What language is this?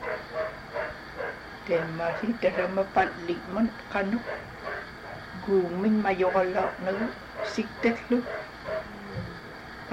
Inupiaq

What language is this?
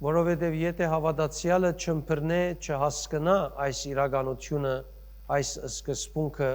Western Armenian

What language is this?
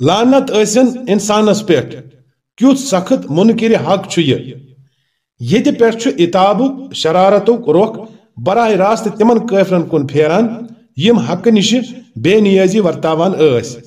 Kashmiri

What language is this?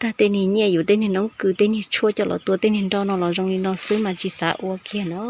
Hmong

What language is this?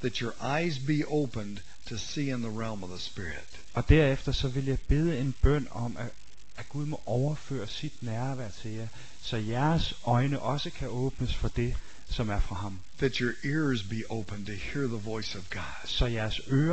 Danish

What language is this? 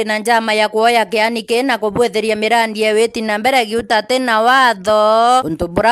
Meru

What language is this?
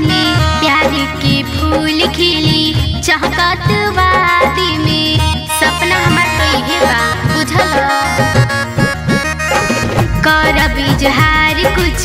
Bhojpuri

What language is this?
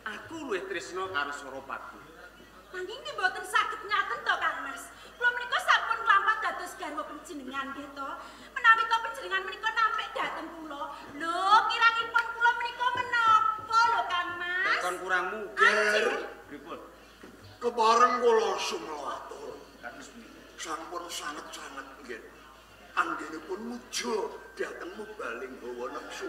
Javanese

